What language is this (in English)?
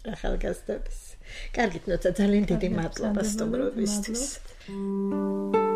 Georgian